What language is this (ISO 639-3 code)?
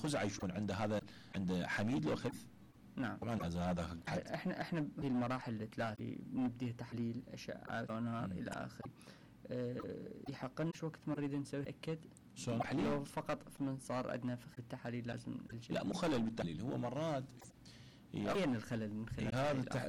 acm